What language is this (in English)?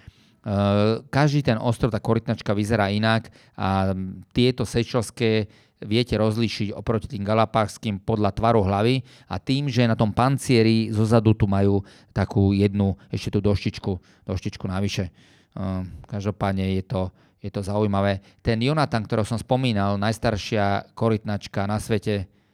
Slovak